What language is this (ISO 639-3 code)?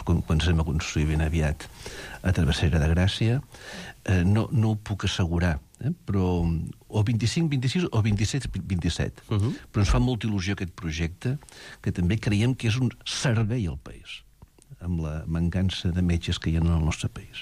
cat